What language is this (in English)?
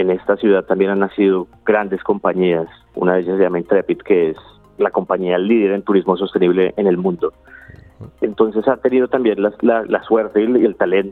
Spanish